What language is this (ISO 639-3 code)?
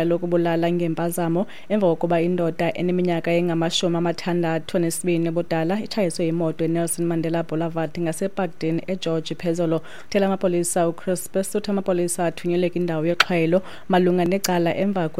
xho